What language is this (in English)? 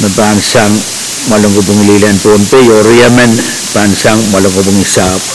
Pohnpeian